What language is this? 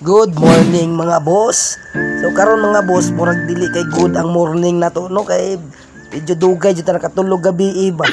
Cebuano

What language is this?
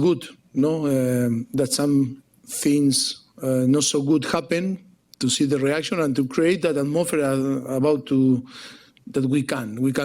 Tswana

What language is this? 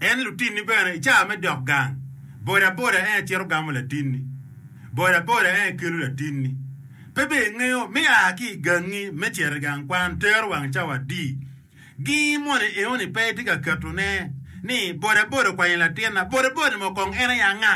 Acoli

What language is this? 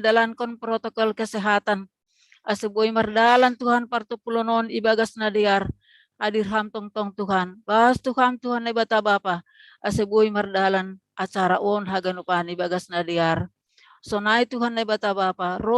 Batak Simalungun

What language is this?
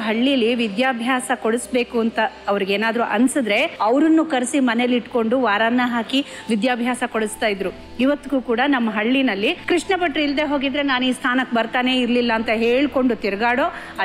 Kannada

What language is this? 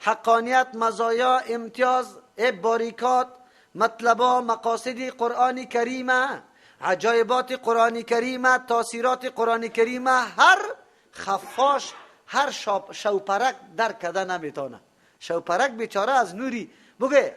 Persian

